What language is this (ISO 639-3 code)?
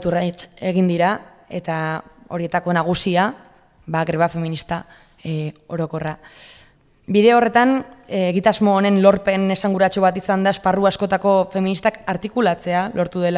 eus